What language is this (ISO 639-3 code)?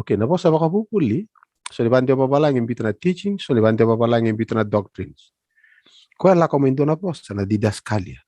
fij